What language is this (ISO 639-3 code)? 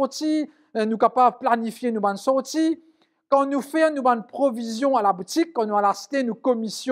mfe